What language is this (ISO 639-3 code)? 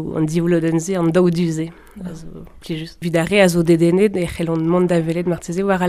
bre